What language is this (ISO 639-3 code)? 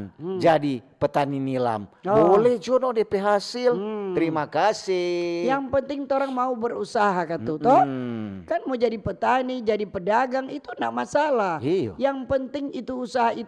xmm